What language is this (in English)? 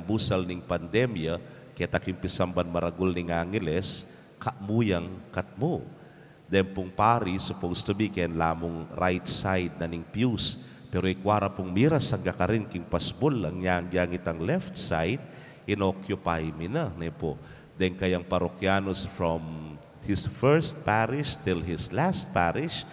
Pampanga